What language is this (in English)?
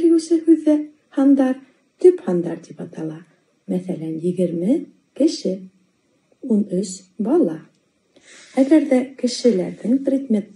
Bashkir